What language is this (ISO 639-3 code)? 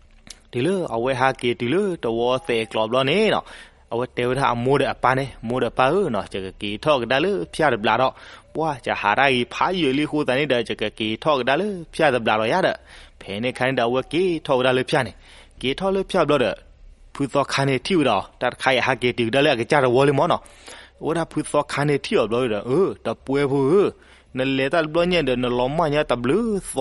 ksw